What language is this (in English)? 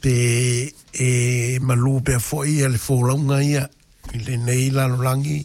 Samoan